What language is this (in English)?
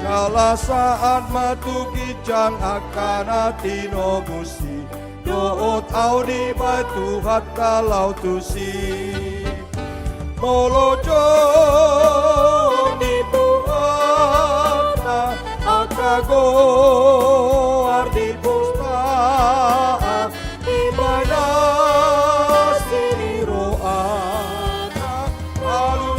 Batak Toba